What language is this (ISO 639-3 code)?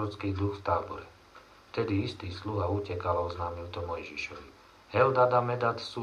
slk